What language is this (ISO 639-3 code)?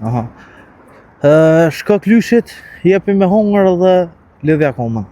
sqi